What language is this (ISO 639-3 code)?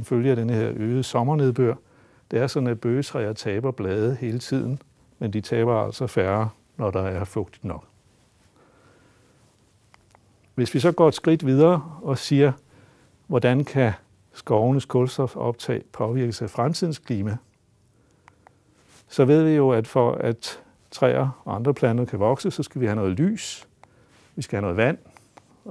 dan